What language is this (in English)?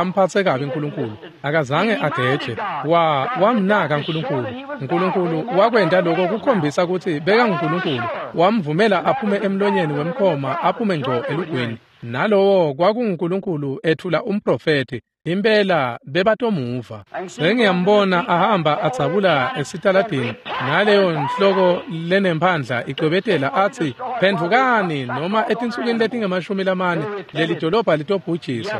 Swati